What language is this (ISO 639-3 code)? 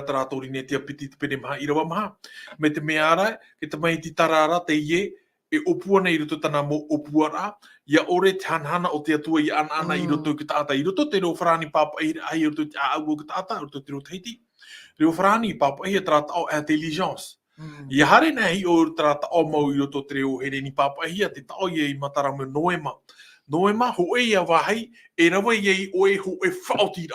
tah